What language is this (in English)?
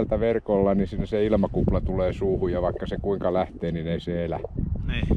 Finnish